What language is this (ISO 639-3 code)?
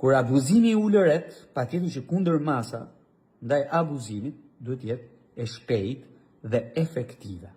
sqi